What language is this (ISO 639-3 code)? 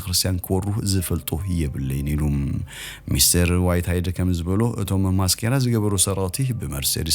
tir